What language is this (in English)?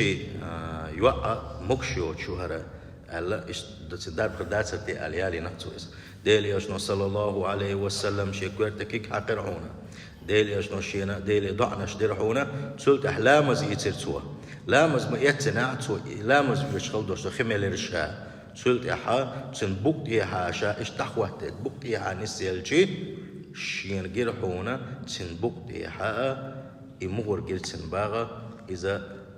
Chechen